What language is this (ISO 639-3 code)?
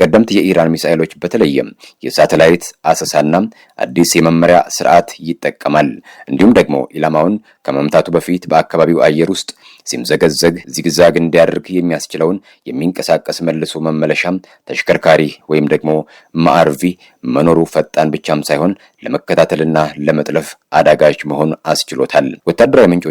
amh